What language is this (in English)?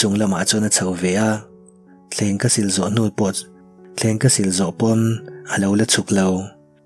Mizo